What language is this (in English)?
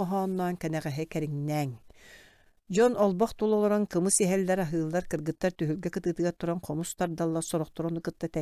Yakut